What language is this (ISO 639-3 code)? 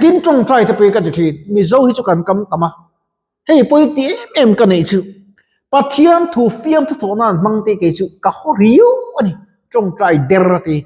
lus